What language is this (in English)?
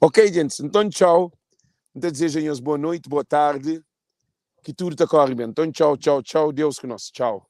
Kabuverdianu